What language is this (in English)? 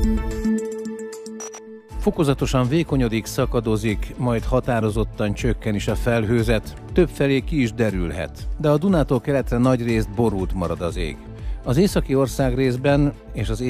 Hungarian